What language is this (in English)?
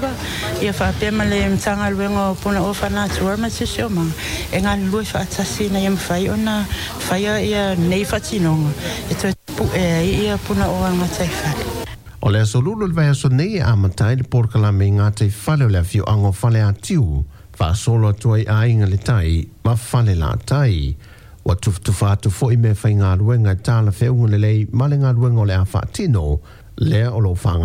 Samoan